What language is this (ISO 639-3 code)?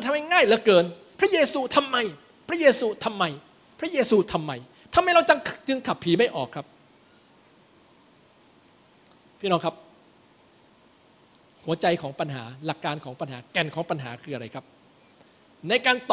tha